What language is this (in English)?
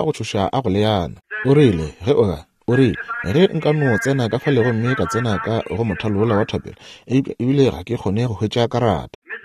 Northern Sotho